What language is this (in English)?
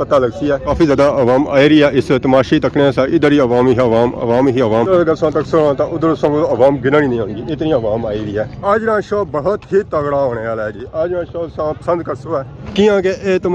Pahari-Potwari